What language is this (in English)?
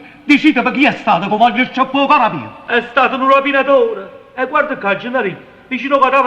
Neapolitan